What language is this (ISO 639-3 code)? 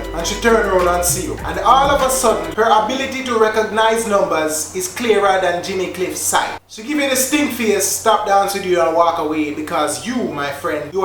jam